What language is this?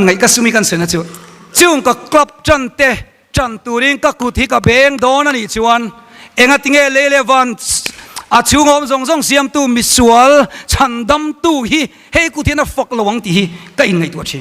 Mizo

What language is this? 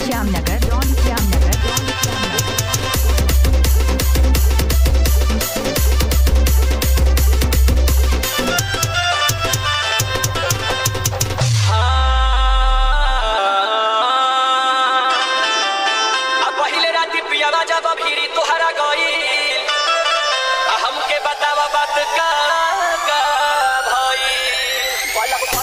Bhojpuri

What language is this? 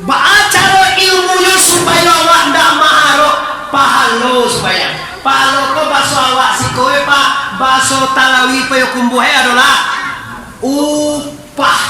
Minangkabau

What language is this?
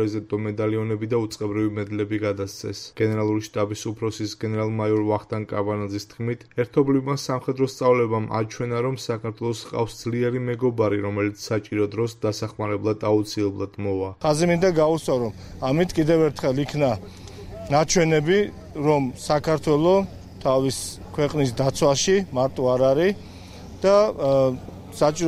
Georgian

